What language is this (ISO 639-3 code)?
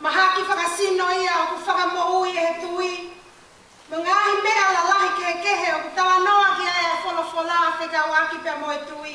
ton